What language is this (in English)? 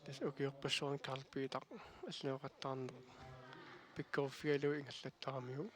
Kalaallisut